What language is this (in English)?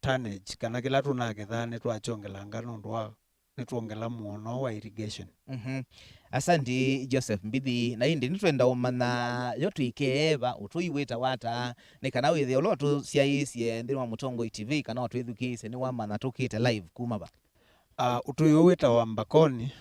Kamba